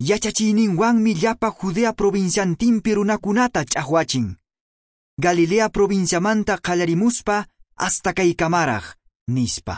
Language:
Quechua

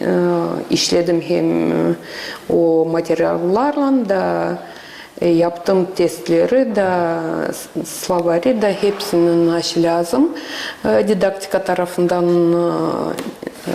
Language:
Gagauz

